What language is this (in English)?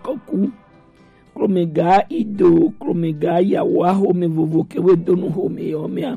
Gen